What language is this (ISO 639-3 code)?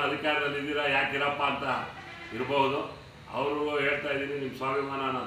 kan